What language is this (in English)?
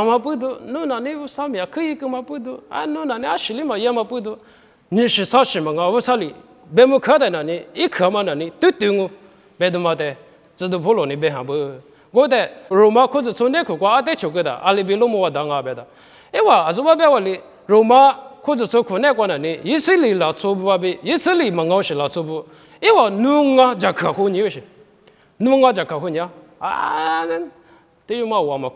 Lisu